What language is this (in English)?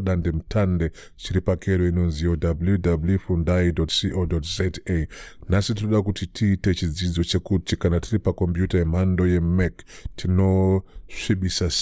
Shona